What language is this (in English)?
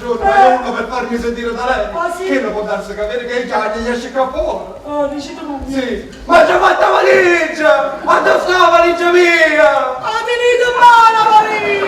Neapolitan